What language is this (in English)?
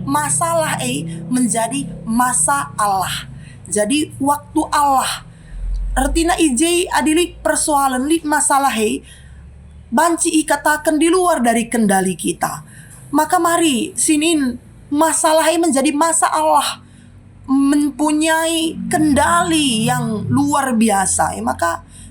Batak Karo